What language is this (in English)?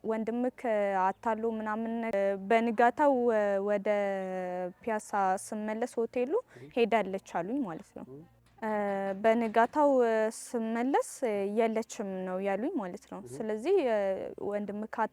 Amharic